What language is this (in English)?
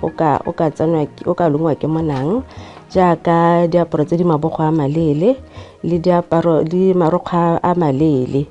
Tswana